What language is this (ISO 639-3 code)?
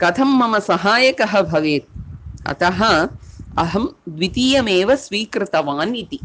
san